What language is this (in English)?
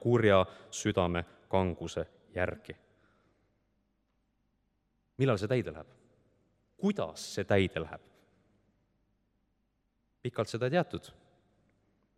Estonian